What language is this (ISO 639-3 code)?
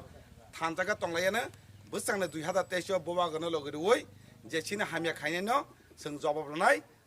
trp